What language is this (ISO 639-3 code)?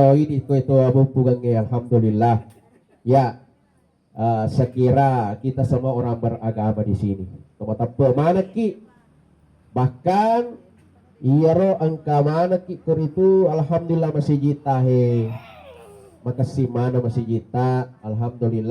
bug